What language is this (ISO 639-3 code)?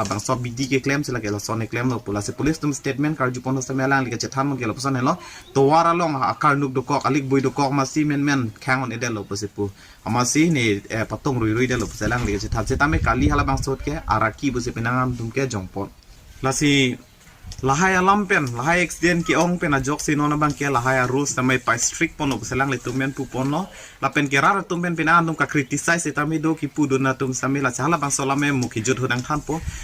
mjw